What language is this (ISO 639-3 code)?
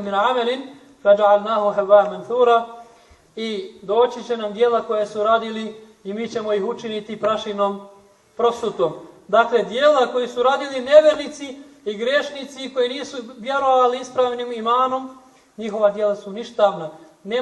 bos